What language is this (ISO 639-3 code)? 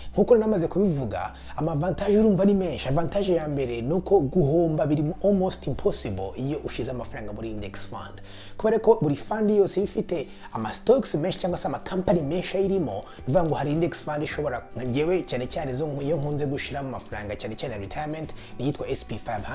kin